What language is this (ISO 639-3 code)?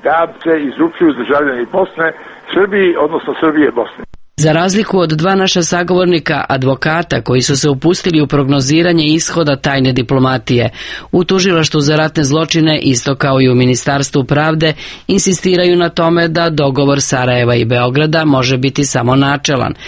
srp